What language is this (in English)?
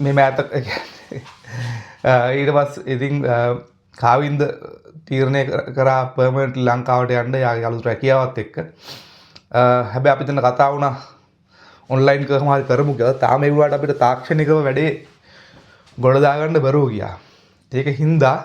Sinhala